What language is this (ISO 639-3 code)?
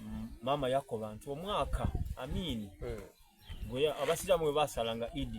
xog